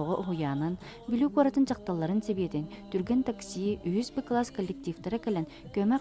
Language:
Yakut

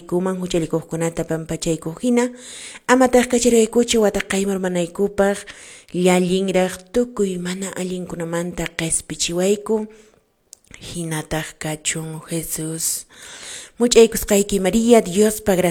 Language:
Quechua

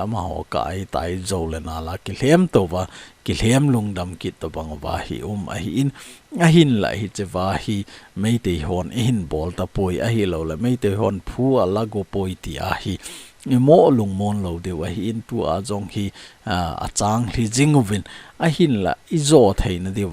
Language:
Thado Chin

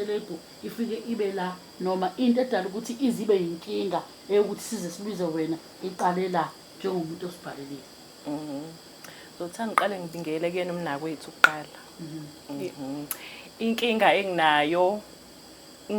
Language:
Zulu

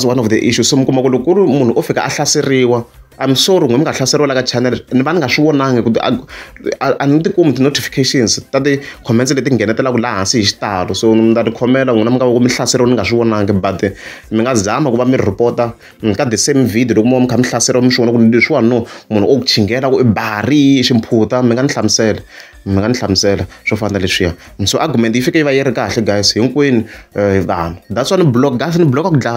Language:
Tsonga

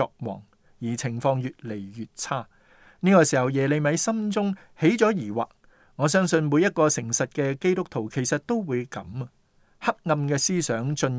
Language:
Cantonese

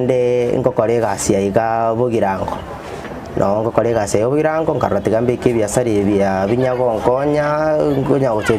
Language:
Gusii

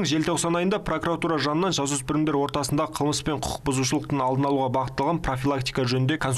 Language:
Kazakh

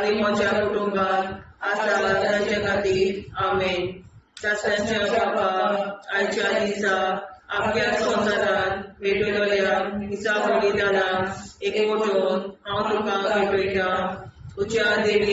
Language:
Konkani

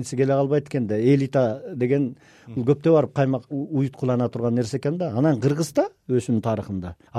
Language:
Kyrgyz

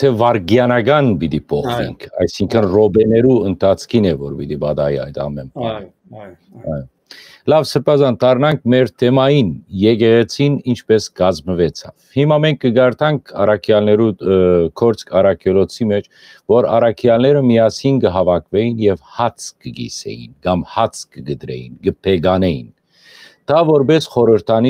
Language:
Western Armenian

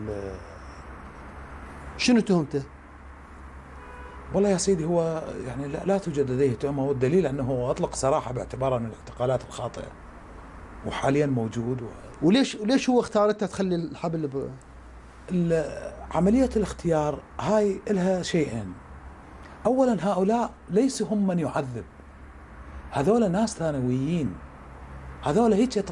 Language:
Mesopotamian Arabic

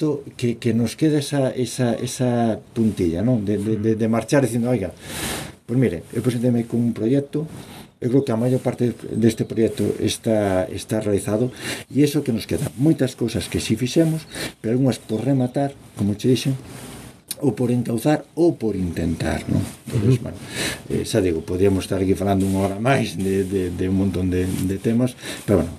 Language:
Galician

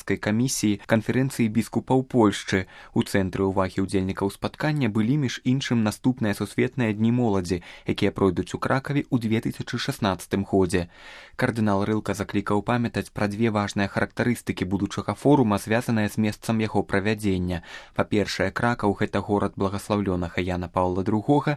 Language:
Belarusian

